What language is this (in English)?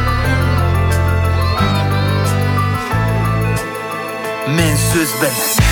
Kazakh